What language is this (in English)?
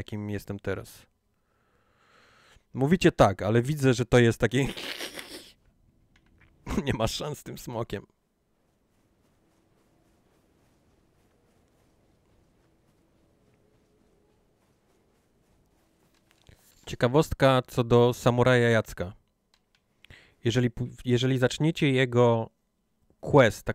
Polish